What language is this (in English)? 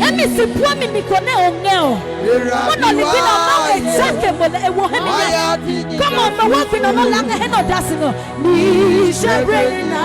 Adangme